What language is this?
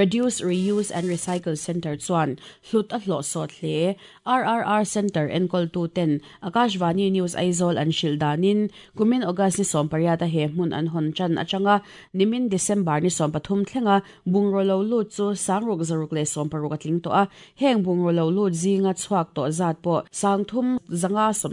Mizo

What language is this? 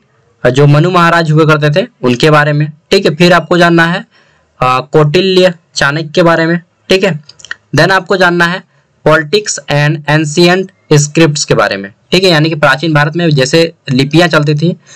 Hindi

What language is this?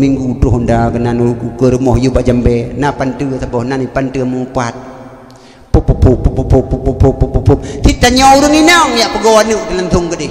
Achinese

